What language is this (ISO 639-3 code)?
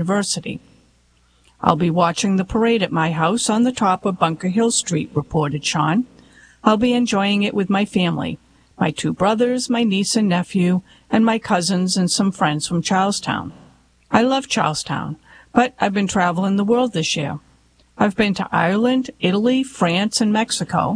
eng